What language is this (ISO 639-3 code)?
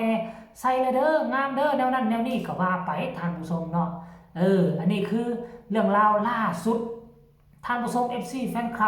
tts